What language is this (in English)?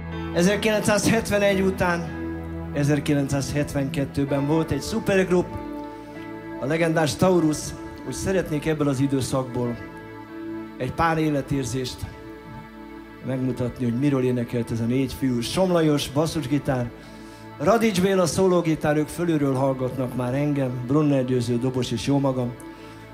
Hungarian